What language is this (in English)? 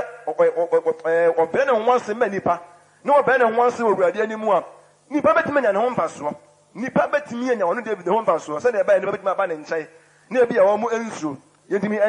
Akan